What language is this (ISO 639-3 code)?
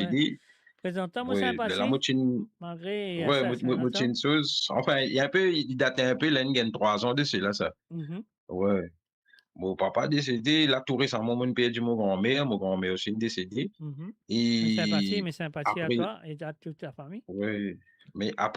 mfe